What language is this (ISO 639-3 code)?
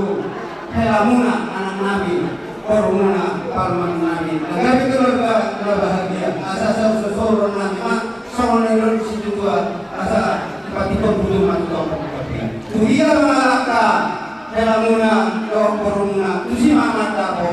bbc